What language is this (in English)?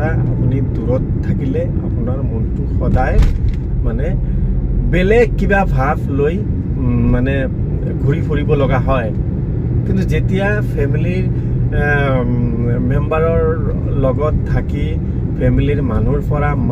Assamese